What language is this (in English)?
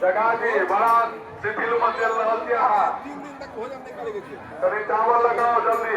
Maithili